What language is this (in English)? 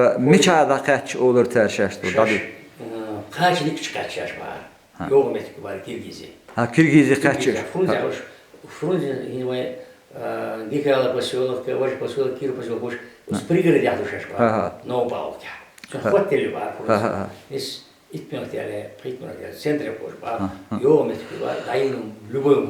Chechen